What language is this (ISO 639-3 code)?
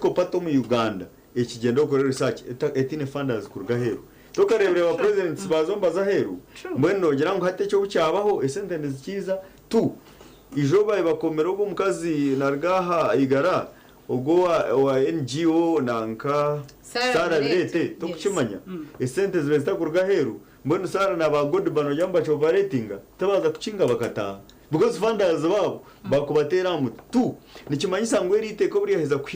nyn